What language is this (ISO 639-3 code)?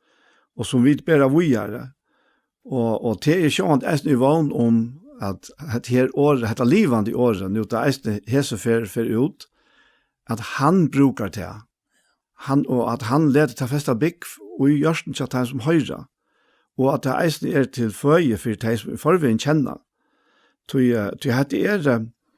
fao